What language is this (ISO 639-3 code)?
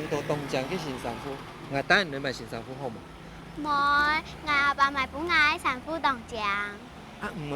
hak